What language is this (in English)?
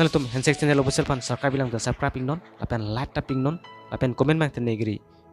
Karbi